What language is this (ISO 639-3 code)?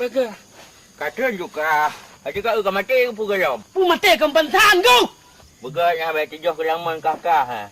ace